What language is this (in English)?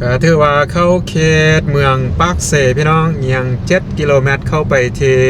Lao